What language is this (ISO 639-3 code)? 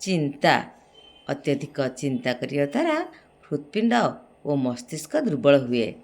ori